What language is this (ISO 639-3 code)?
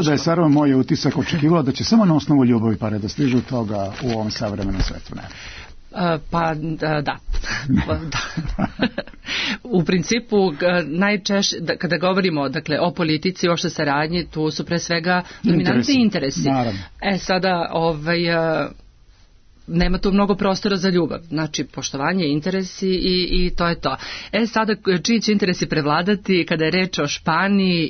srp